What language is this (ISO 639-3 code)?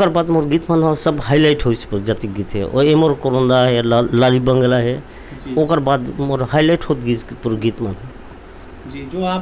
hne